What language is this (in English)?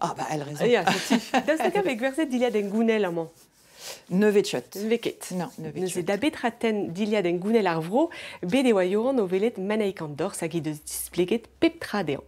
Breton